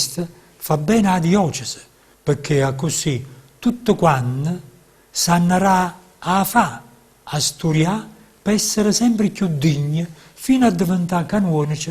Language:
Neapolitan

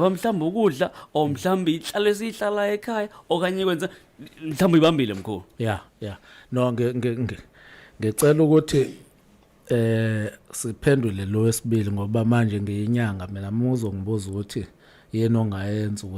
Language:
Zulu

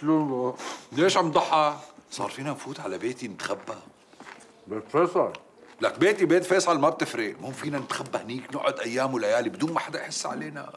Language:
North Levantine Arabic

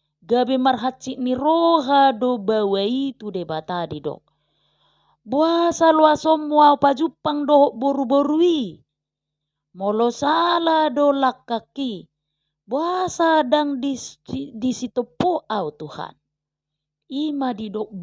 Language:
Batak Toba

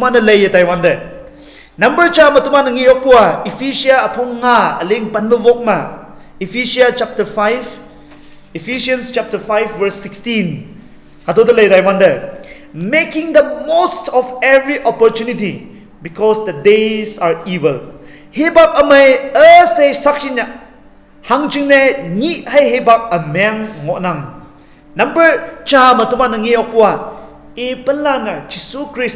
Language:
Konyak Naga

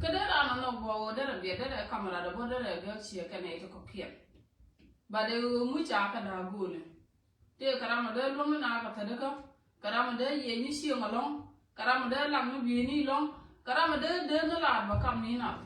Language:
Nuer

